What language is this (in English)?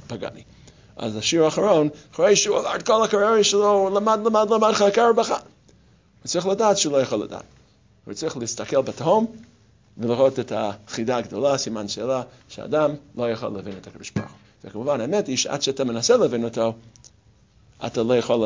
Hebrew